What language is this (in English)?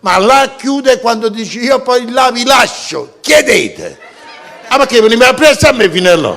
Neapolitan